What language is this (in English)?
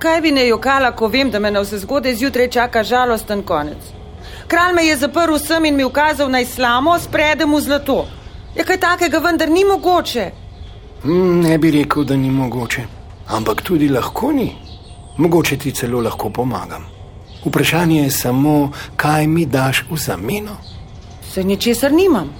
Slovenian